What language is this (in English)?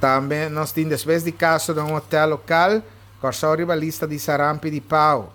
Papiamento